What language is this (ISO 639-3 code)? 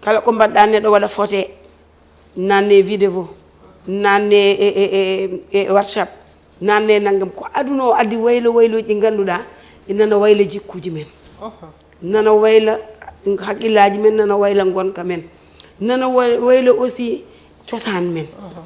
ful